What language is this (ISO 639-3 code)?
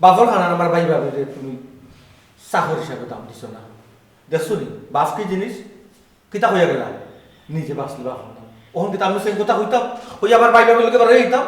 syl